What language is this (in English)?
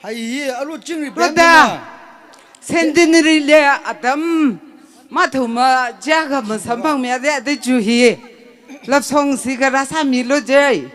Tangkhul Naga (India)